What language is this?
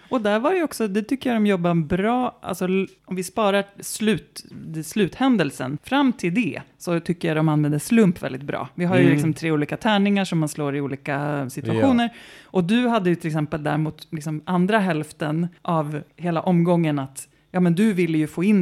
Swedish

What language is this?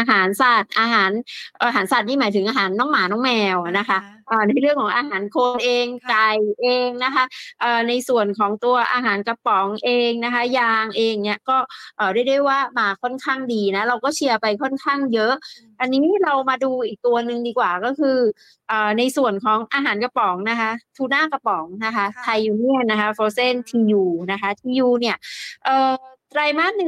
Thai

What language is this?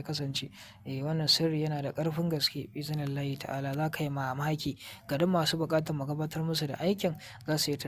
Hausa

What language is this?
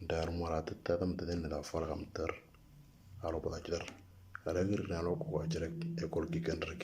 Moro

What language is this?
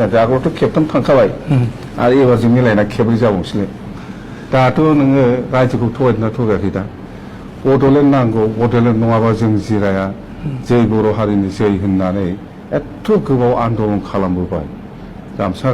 Bodo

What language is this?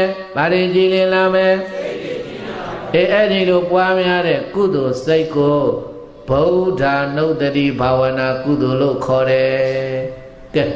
Burmese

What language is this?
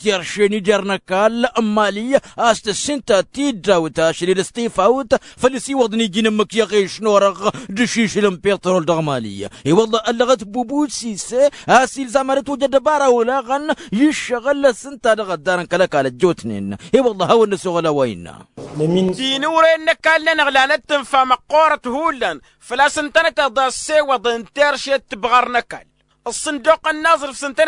Tamasheq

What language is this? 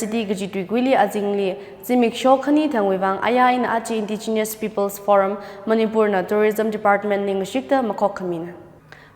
Tangkhul Naga (India)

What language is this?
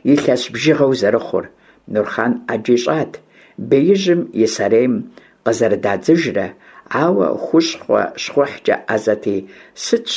Kabardian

